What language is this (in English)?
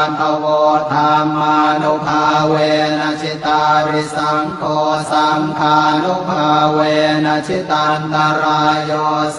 Pali